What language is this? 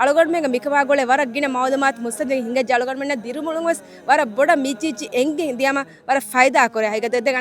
Divehi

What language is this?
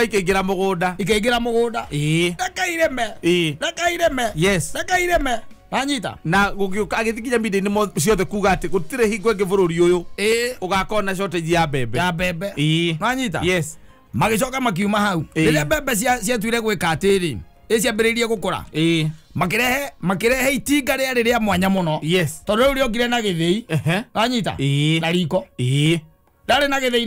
Kikuyu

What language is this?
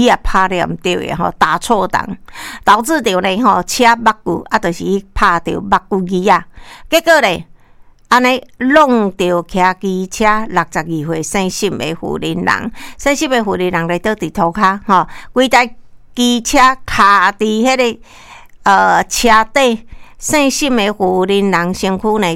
Min Nan Chinese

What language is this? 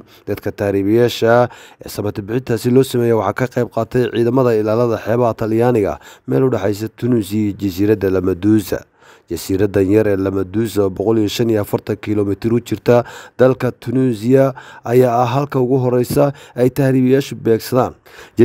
Somali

